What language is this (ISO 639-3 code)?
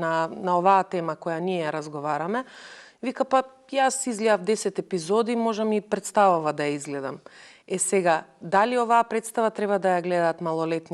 mkd